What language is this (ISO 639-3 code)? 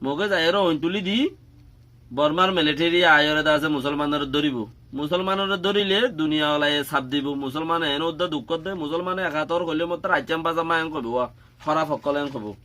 rhg